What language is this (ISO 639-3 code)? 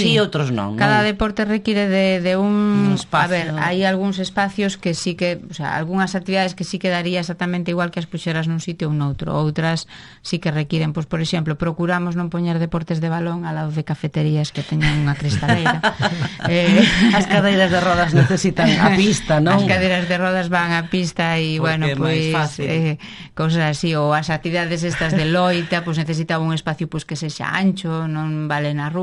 glg